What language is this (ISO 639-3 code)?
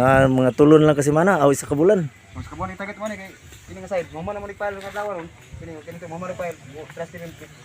ceb